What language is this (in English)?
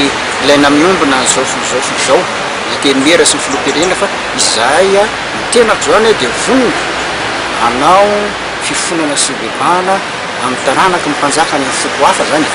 Malagasy